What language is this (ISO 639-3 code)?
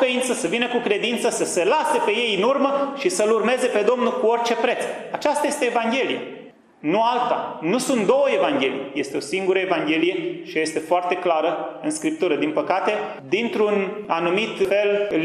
ron